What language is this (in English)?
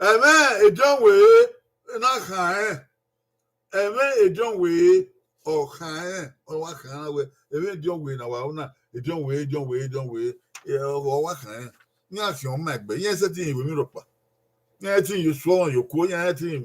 Bini